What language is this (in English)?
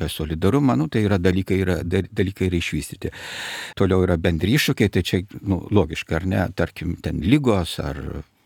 Lithuanian